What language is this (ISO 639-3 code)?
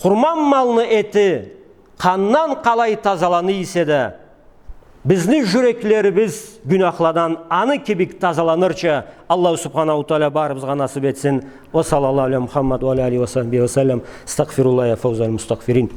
krc